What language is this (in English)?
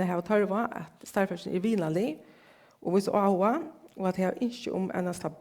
Faroese